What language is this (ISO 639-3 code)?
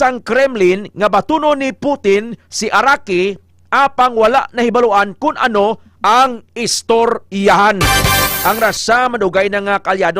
hil